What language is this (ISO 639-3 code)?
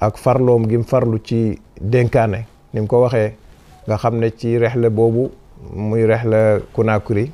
wol